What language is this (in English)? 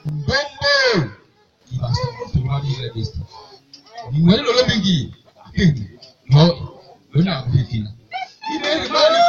Basaa